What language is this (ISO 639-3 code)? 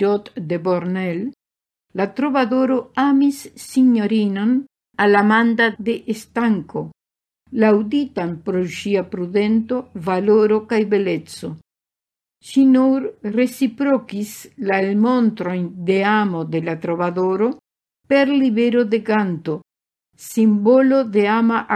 epo